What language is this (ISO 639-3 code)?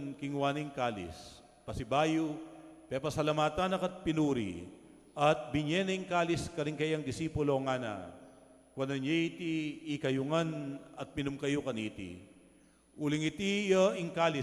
pam